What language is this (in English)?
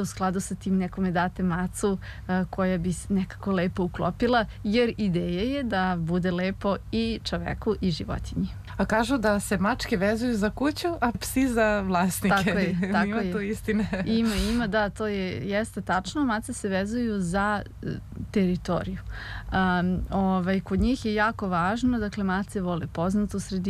Serbian